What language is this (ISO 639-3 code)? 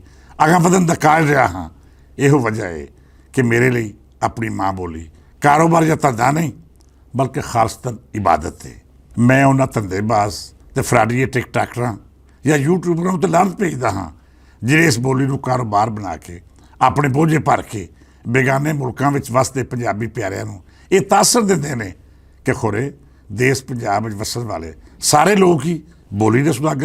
lah